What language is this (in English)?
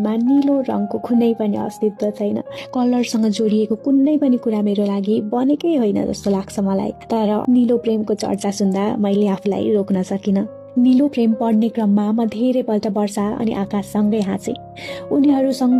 Nepali